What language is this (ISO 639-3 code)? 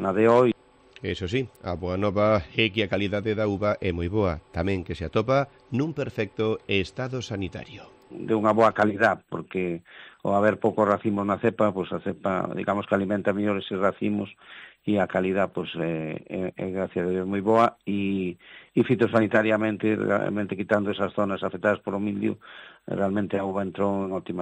glg